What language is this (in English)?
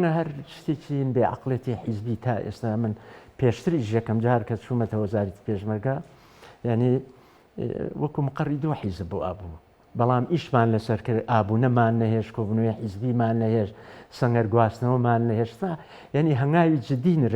Central Kurdish